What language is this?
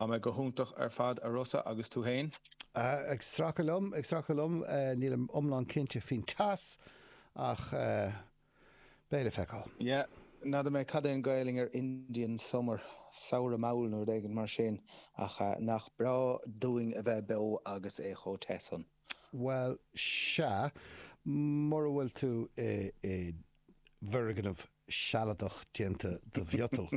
Irish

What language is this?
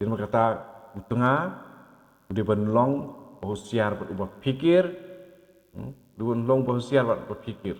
Khasi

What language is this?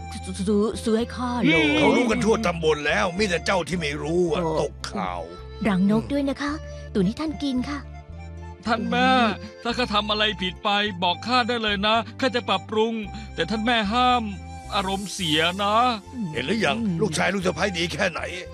Thai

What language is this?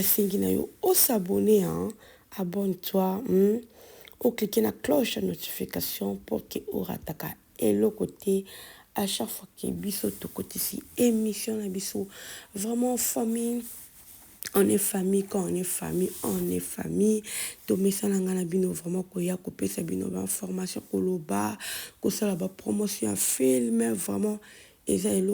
Lingala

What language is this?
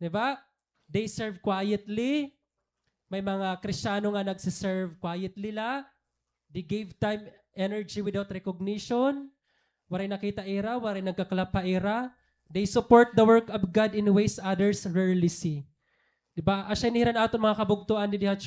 Waray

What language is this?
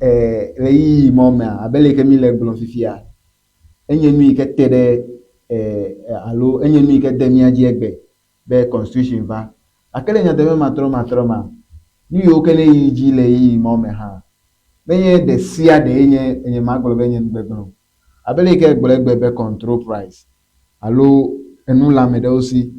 Ewe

